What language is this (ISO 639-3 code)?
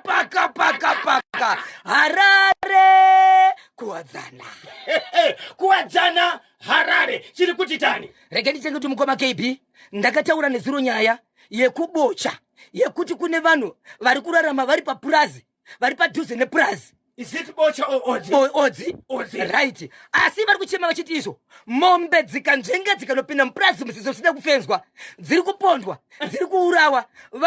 sna